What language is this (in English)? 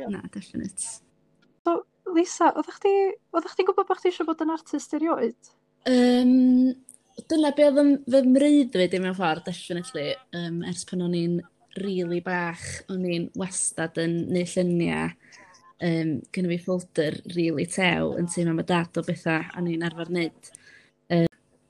Welsh